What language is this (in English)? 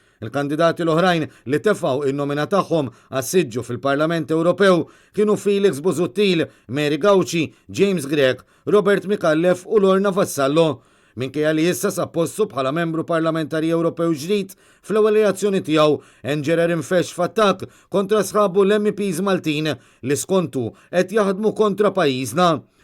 Maltese